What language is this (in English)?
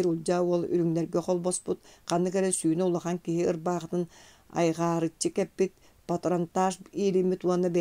Yakut